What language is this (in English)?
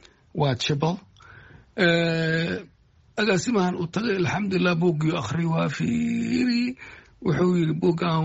Somali